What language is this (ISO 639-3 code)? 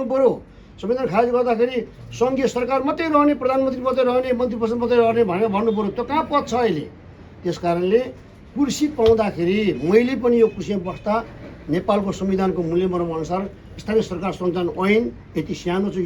nep